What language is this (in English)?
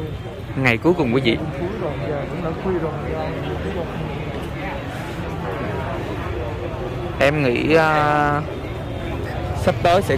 Vietnamese